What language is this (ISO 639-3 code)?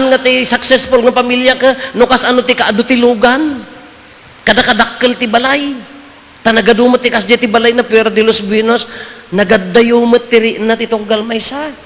ilo